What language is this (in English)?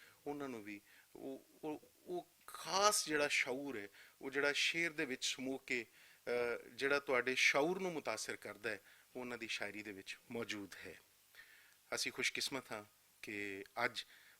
Western Panjabi